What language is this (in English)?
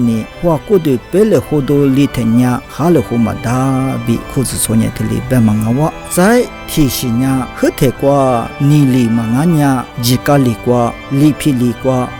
Lisu